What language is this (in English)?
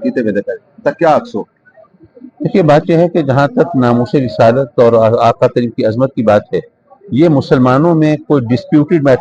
Saraiki